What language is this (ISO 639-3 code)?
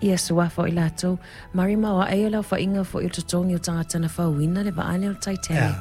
smo